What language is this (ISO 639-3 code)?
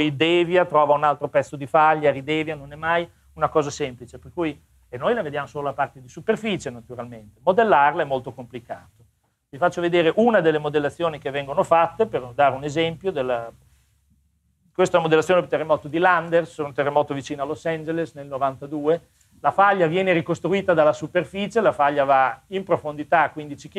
ita